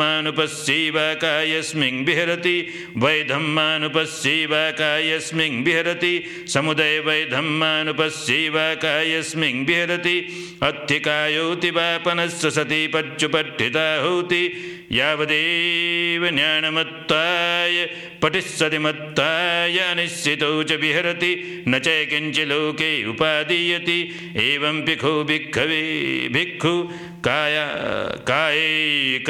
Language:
Pali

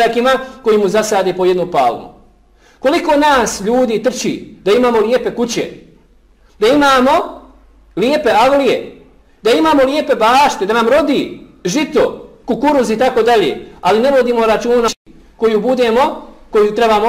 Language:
Bosnian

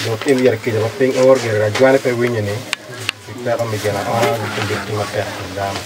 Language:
Acoli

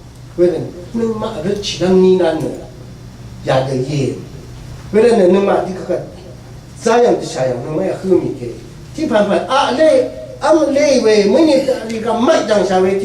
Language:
Rawang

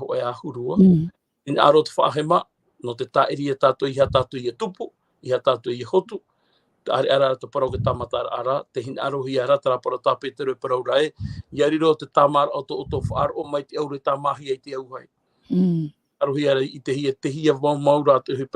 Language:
Tahitian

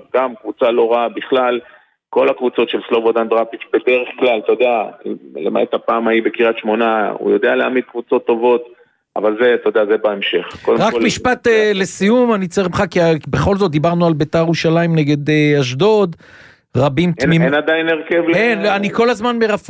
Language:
Hebrew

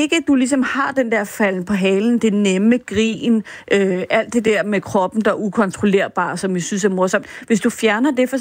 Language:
Danish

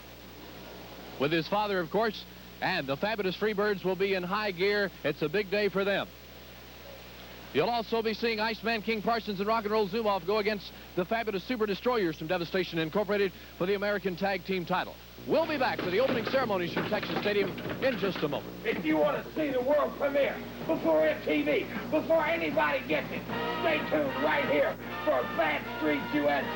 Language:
English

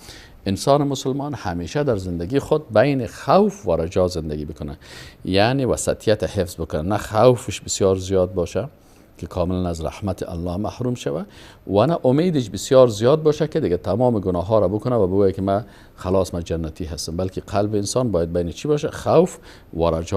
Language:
Persian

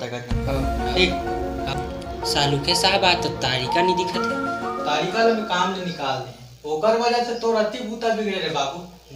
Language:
Chhattisgarhi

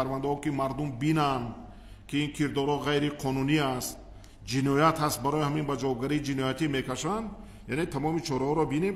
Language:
Tajik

